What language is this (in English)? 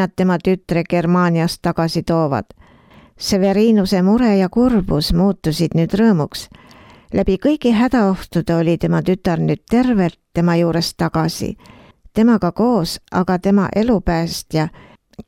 Estonian